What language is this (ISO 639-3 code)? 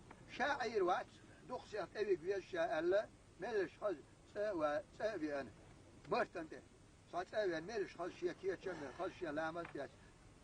che